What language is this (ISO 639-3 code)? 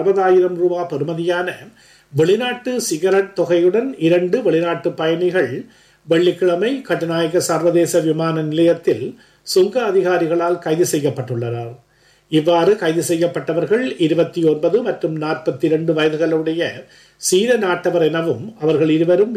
tam